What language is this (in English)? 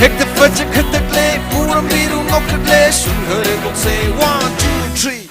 Tangkhul Naga (India)